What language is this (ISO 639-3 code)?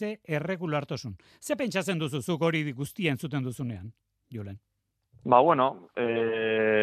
eus